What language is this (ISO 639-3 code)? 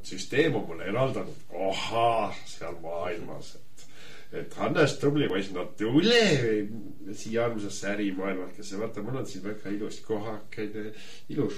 est